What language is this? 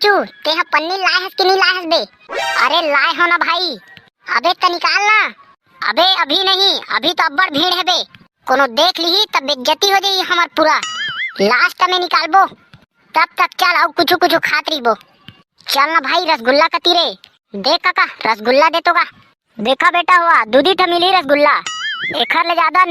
Chhattisgarhi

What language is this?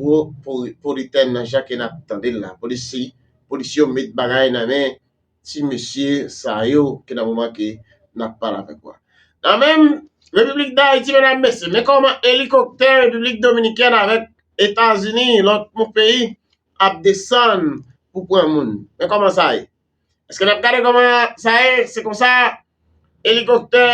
Haitian Creole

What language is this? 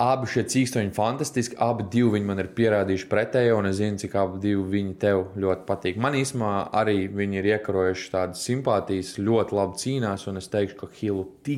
Latvian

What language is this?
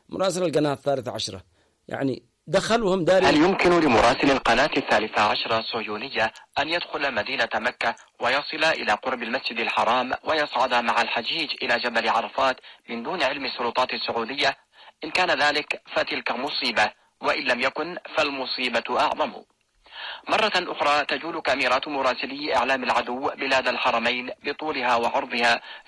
Arabic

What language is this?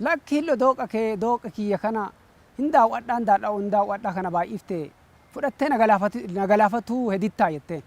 Oromo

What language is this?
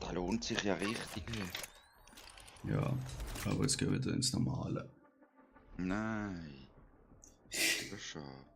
Swiss German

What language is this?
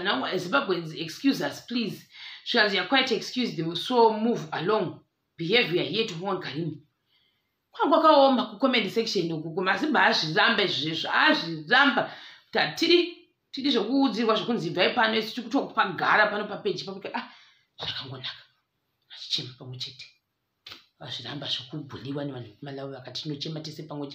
Shona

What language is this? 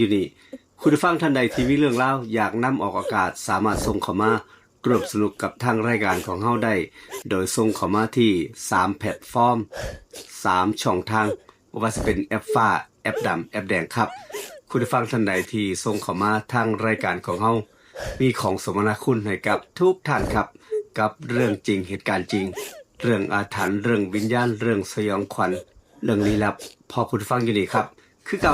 Northeastern Thai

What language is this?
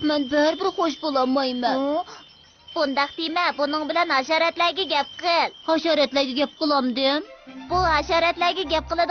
Uyghur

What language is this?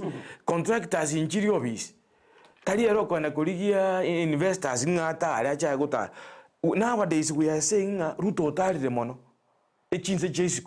Gusii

